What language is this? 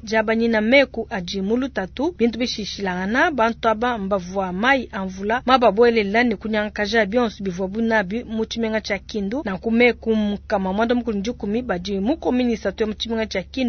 Luba-Lulua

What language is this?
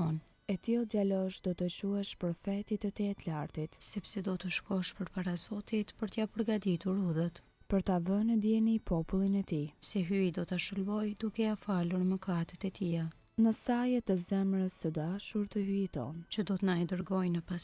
Albanian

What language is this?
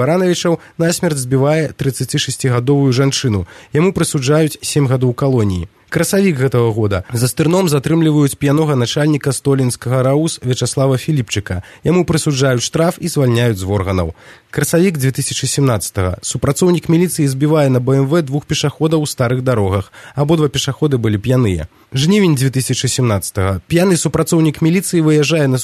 Belarusian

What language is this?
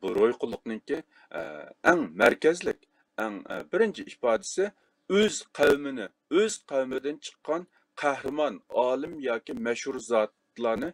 Uyghur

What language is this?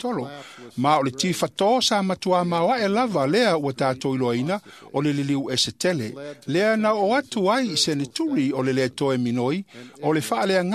Samoan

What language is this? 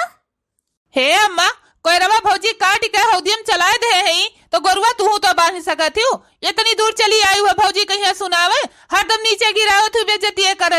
Awadhi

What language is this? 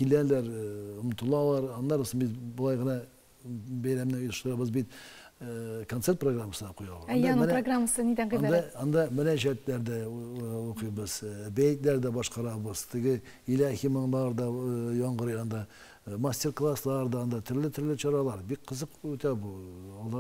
Tatar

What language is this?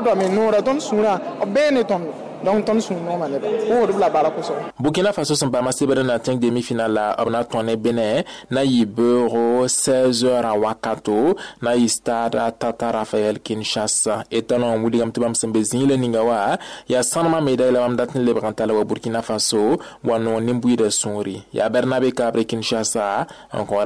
Mossi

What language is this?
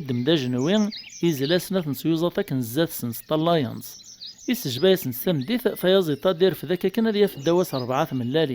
Kabyle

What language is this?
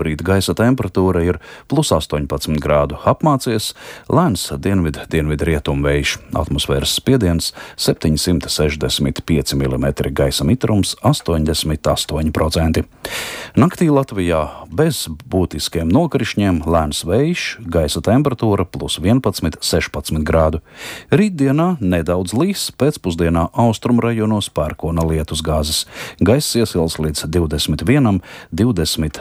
Latvian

